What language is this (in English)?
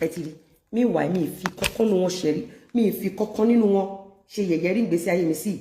Yoruba